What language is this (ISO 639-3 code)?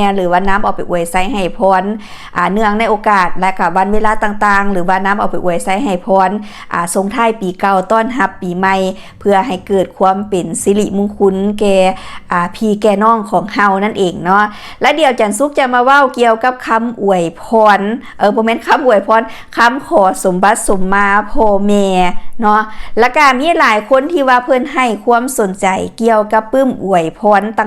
lao